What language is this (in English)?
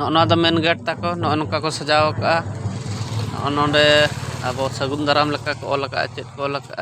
Santali